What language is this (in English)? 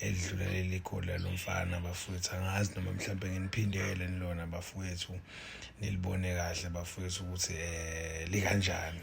Zulu